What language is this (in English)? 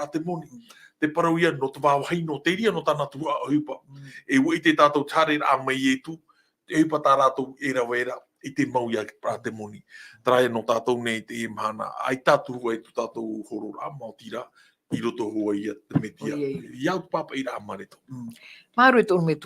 Tahitian